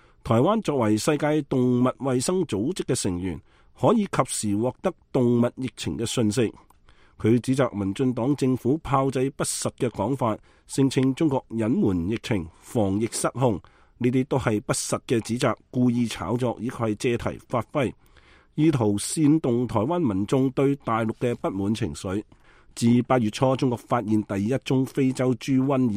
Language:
Cantonese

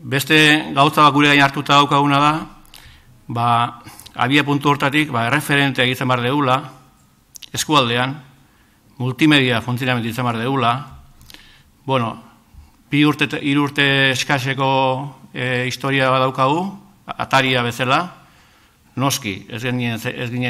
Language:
Basque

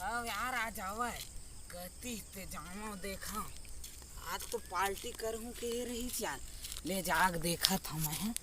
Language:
Chhattisgarhi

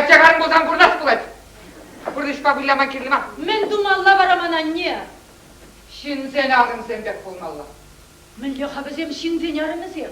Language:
Chuvash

